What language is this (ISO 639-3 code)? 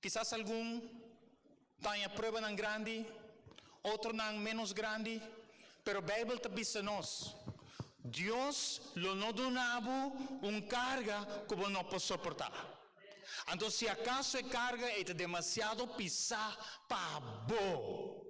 pap